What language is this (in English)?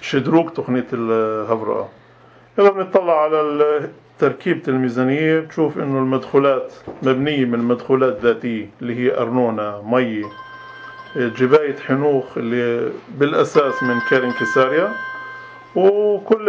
North Levantine Arabic